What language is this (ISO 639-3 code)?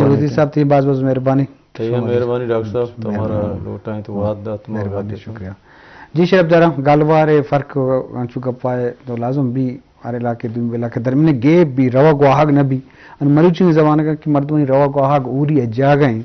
bgp